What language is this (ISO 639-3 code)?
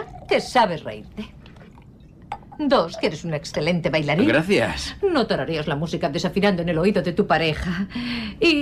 spa